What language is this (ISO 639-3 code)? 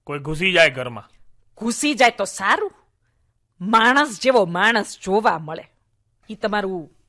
guj